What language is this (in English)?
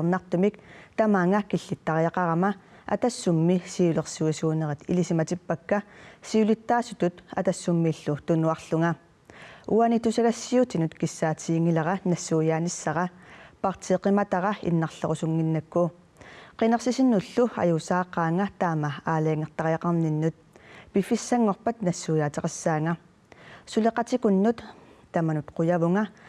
Kalaallisut